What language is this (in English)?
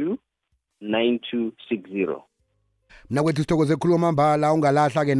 South Ndebele